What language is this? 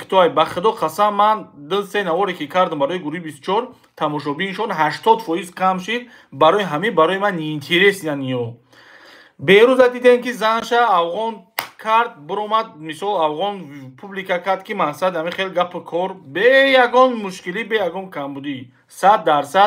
Tajik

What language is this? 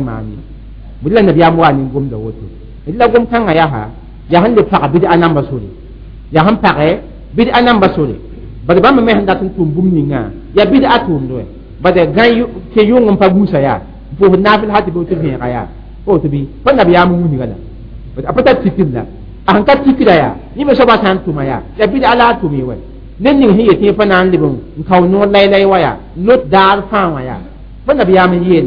Mossi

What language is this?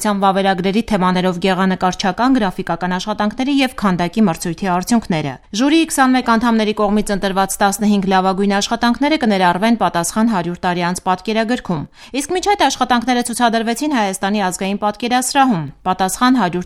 Armenian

